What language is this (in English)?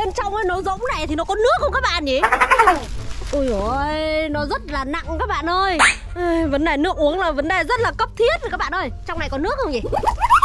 Vietnamese